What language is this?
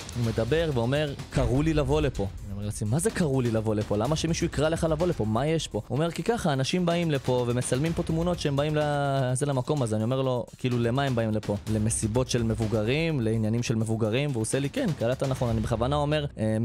Hebrew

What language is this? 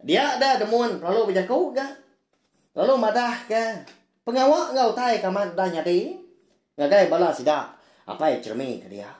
Iban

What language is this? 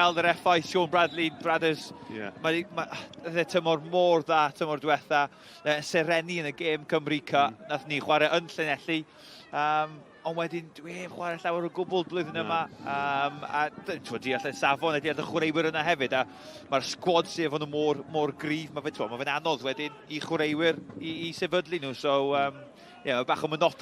Welsh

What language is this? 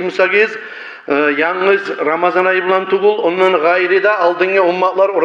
Kumyk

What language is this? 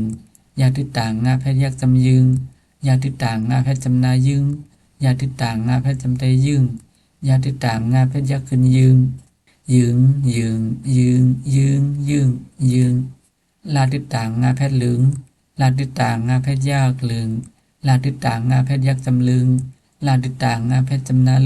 Shan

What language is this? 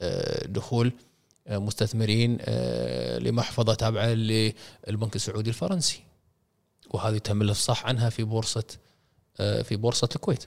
Gulf Arabic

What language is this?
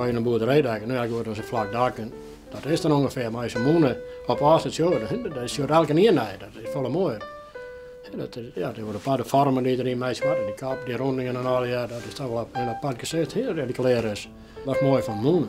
Western Frisian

